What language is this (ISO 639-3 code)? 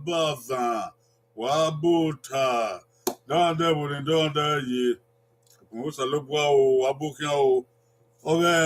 bin